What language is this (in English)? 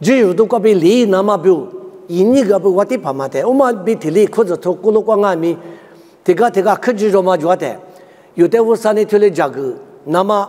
Lisu